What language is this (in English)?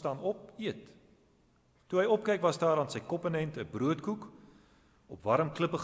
Afrikaans